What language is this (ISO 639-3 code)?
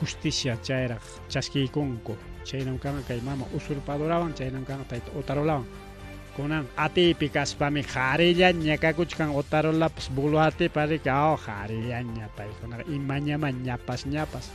quy